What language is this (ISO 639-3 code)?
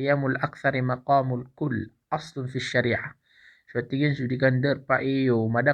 mrw